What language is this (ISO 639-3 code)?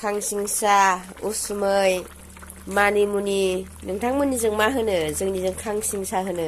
brx